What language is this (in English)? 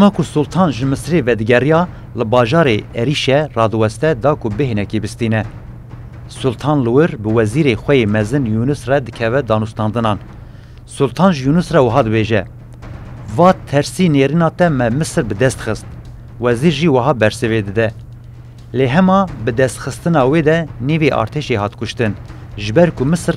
Kurdish